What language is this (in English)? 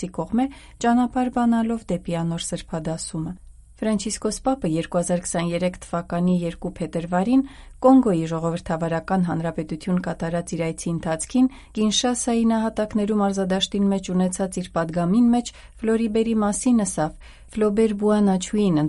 Armenian